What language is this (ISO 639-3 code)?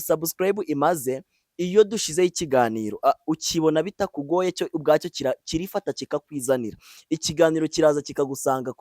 kin